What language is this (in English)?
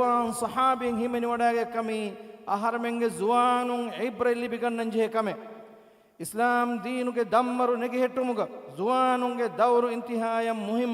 Divehi